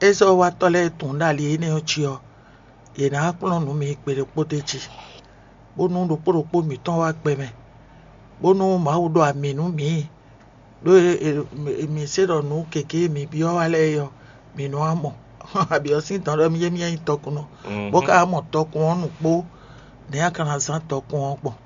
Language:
Fon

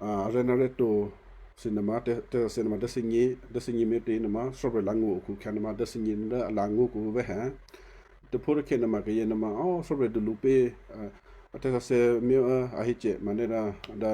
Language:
Western Kayah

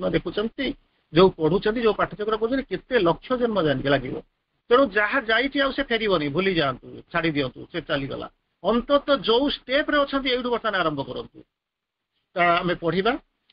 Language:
Odia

